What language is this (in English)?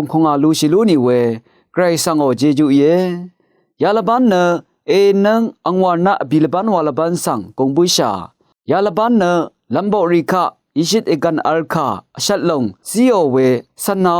Rawang